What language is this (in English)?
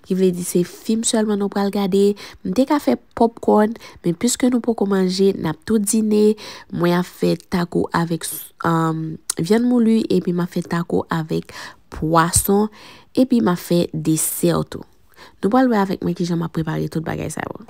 Haitian Creole